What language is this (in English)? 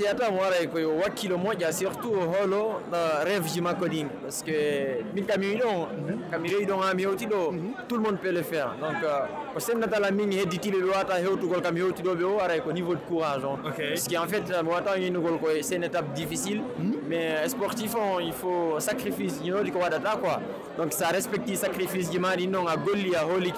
Fula